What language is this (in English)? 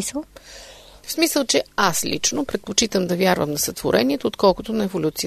Bulgarian